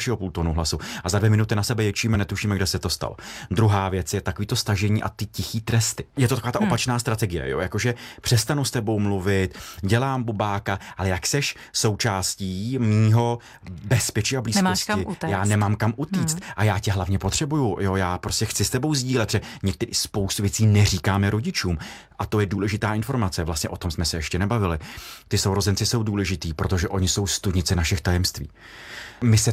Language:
Czech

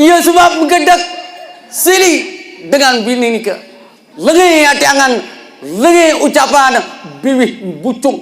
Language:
Sasak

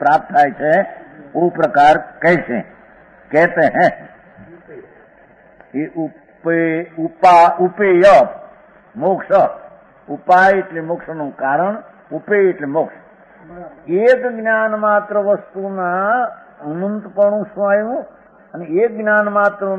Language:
Gujarati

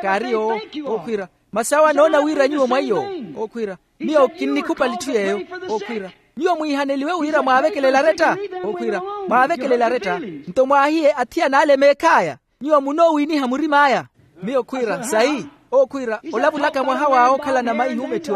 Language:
Makhuwa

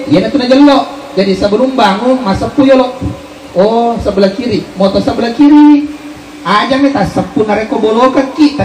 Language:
Buginese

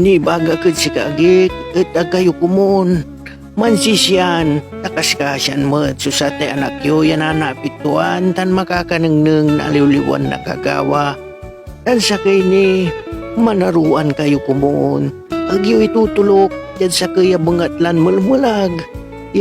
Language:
Pangasinan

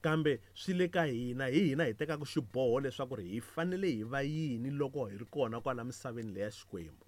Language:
Tsonga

